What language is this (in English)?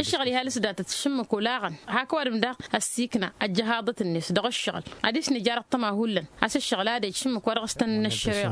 Tamasheq